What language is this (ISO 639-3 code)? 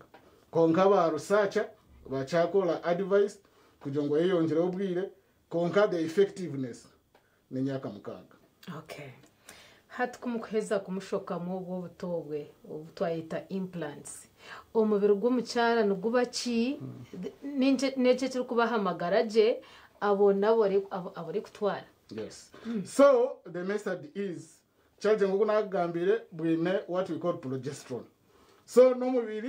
nyn